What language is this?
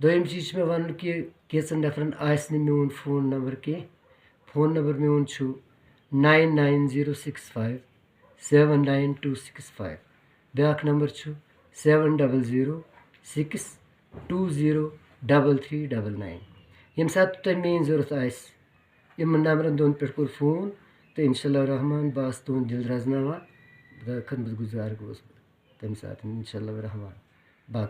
Kashmiri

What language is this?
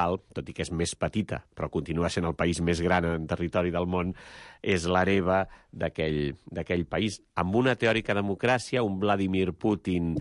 Catalan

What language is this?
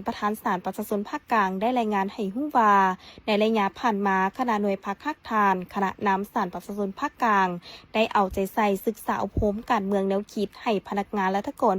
Lao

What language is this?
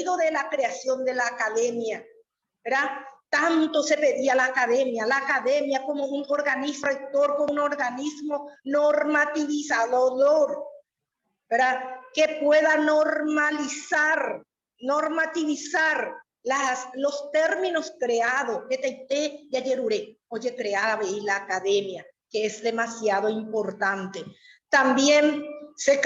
Guarani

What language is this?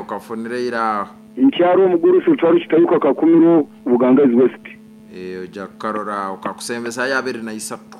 Nyankole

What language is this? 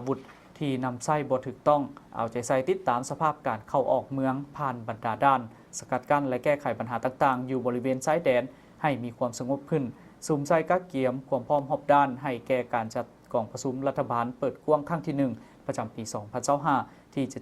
Lao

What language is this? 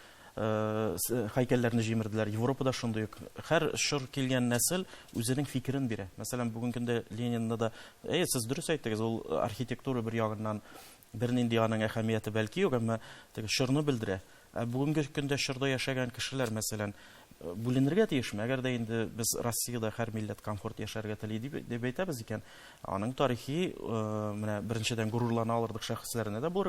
Tatar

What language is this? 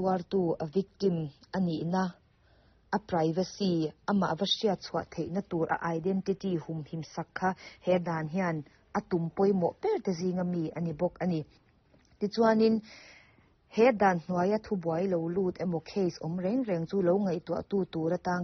Mizo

